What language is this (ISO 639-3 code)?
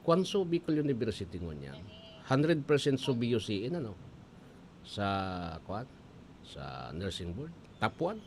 bik